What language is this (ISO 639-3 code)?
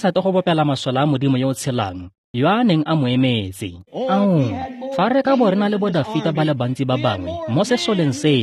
tsn